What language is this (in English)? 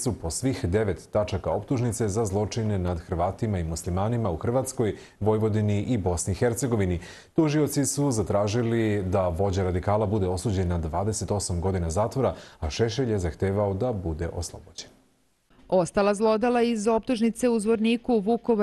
Serbian